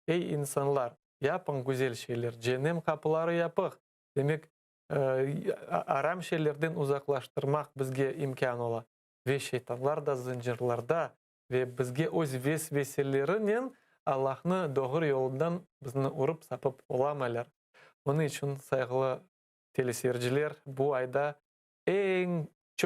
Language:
Crimean Tatar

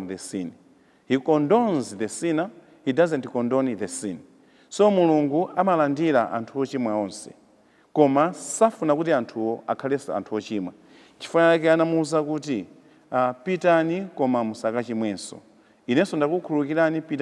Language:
Nyanja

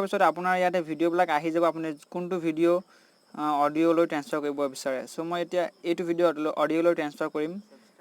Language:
Assamese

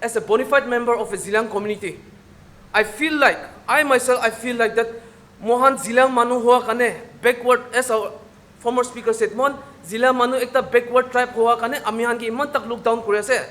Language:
Naga Pidgin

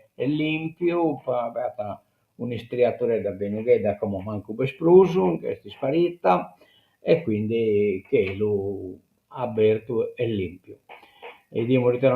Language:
Sardinian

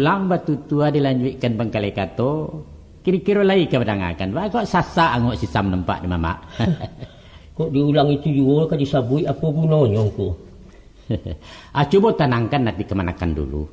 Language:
Minangkabau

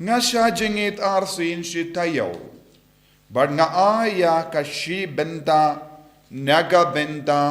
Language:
Khasi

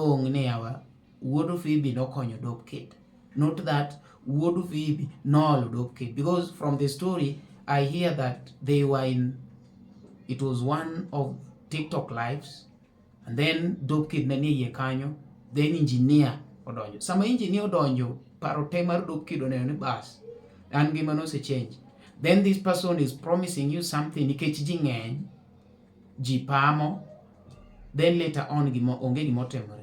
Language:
Luo (Kenya and Tanzania)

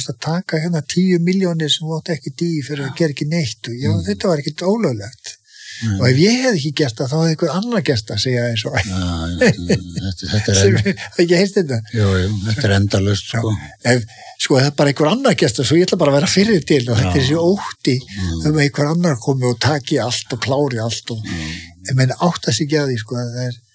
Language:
Icelandic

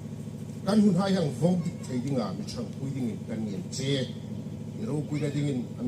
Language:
Hmar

